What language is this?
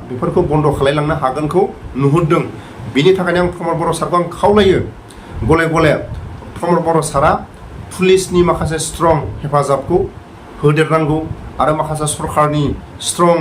Bodo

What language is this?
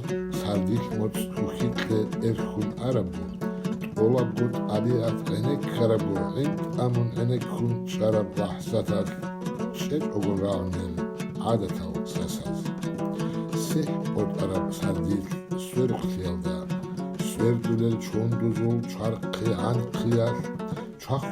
Avaric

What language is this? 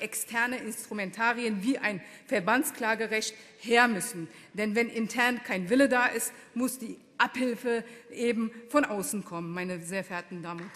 German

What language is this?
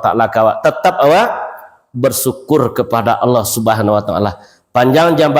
Minangkabau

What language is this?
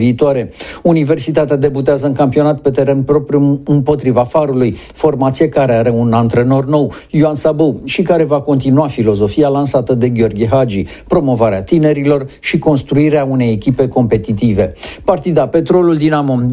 Romanian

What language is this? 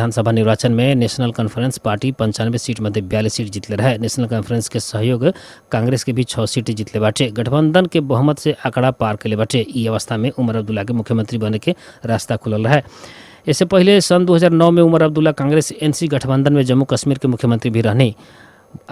Bhojpuri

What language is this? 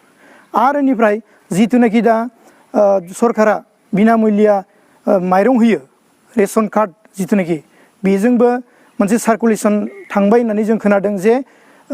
Bodo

